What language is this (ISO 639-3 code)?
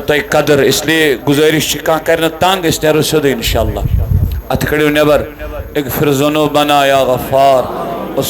kas